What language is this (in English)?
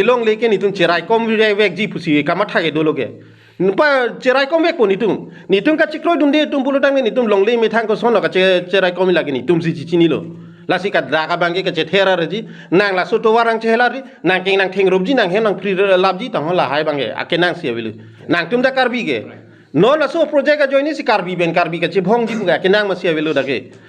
Karbi